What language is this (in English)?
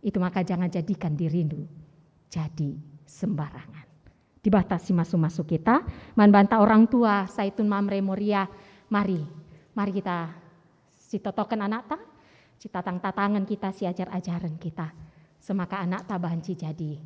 Batak Karo